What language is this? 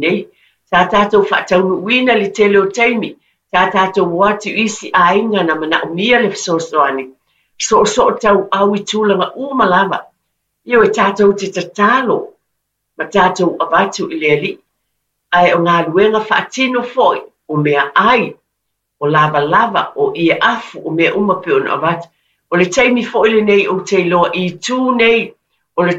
Samoan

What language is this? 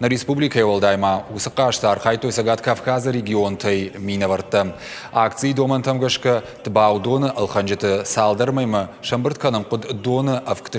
Ossetic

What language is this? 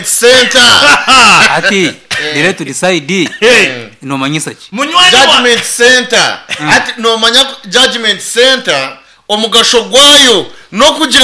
Nyankole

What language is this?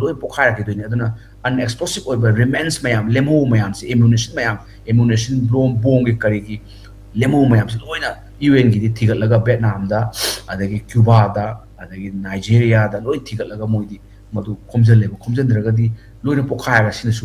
Manipuri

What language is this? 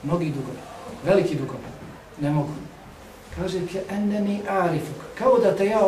Bosnian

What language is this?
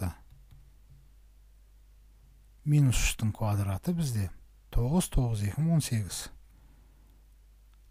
Kazakh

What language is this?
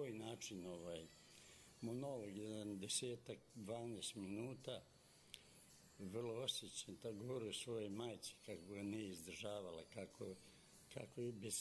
Serbian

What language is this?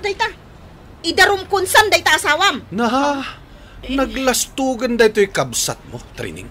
Iloko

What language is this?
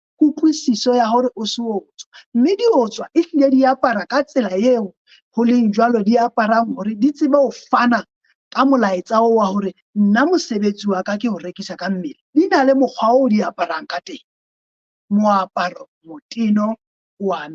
Southern Sotho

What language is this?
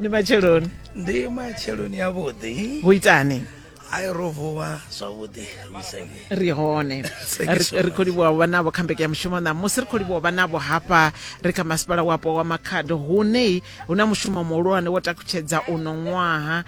Venda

